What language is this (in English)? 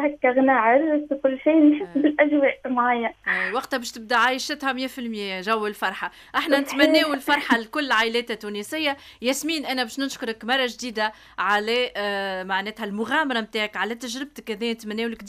Tunisian Arabic